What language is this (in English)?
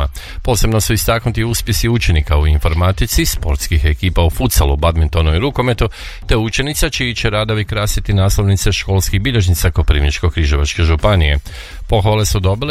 Croatian